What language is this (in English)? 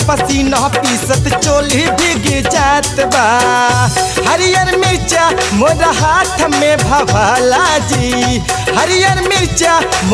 Bhojpuri